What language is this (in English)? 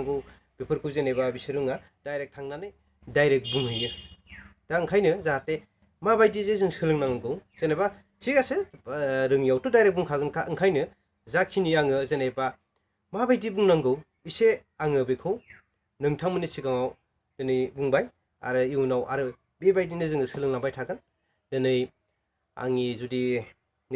Bodo